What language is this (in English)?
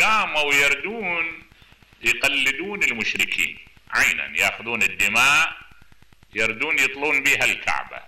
Mesopotamian Arabic